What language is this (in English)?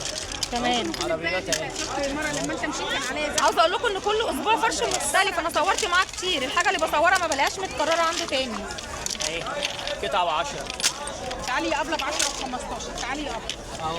Egyptian Arabic